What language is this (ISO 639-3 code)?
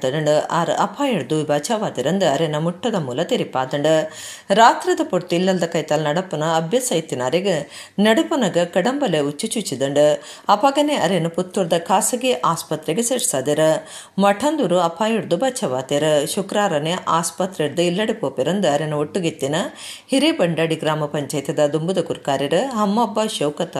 tcy